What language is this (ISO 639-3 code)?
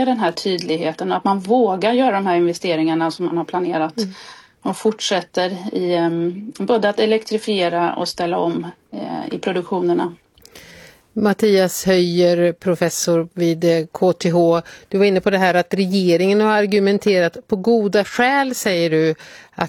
swe